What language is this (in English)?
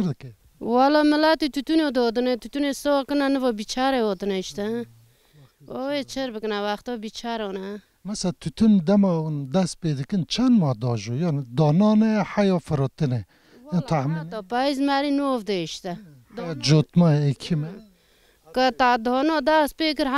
Kurdish